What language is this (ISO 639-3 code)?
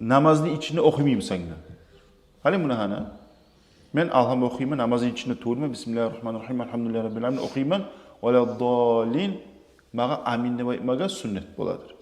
kum